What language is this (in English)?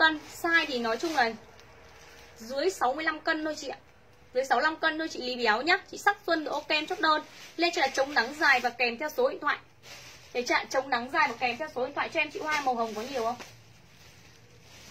Vietnamese